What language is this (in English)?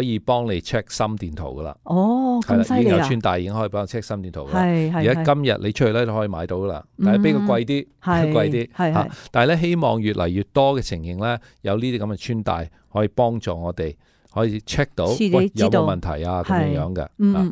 Cantonese